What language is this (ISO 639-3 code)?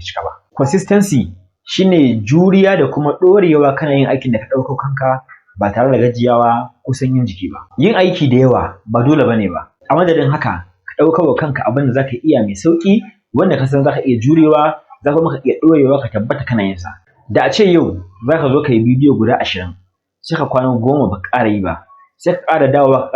hau